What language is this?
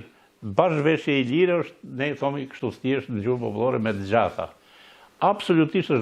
Albanian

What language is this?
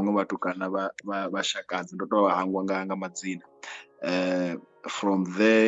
Venda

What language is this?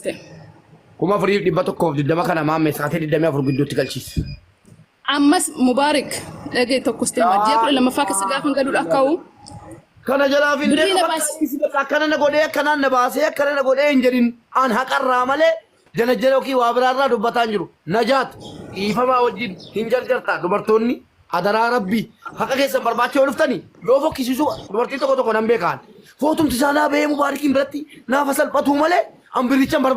Oromo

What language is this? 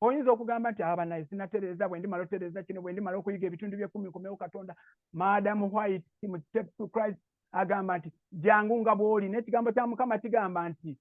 Ganda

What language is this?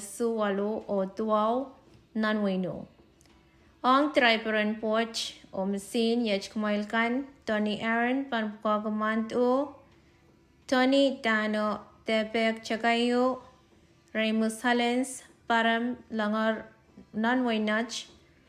Pohnpeian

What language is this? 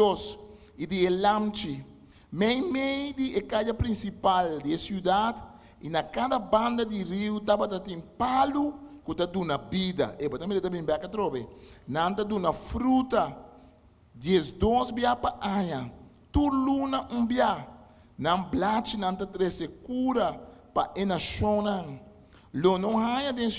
Papiamento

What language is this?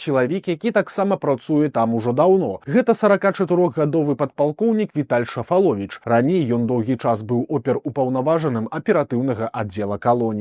Belarusian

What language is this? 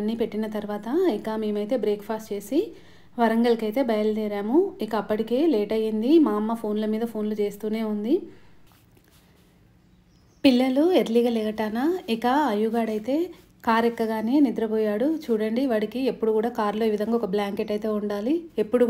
Telugu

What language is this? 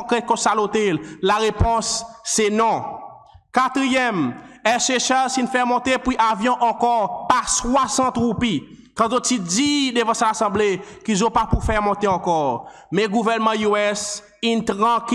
Seselwa Creole French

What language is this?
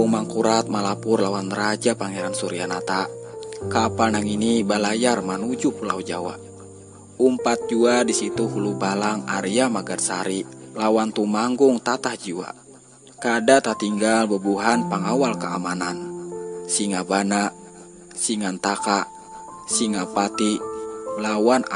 Banjar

